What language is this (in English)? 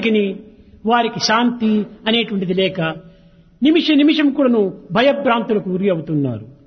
Telugu